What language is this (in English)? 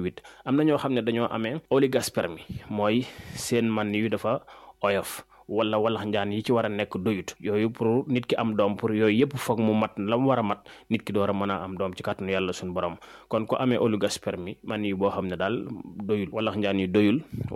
Wolof